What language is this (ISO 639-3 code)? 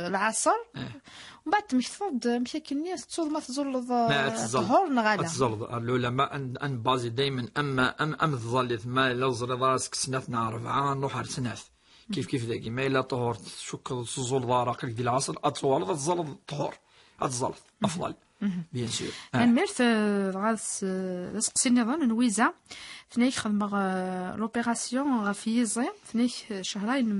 kab